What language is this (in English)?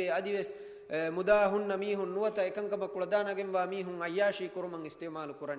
Divehi